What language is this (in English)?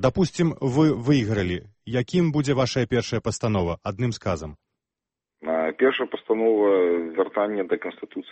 Belarusian